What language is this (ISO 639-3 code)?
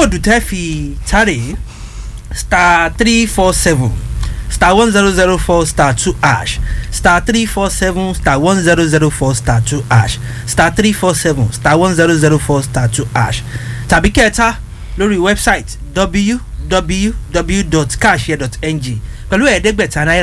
yor